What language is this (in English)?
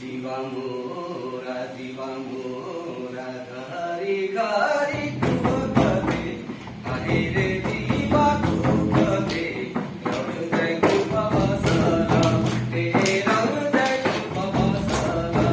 Sadri